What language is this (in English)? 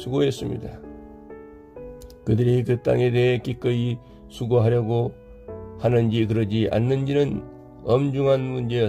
Korean